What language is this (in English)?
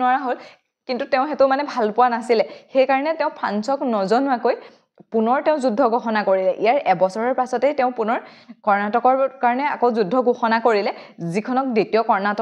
Assamese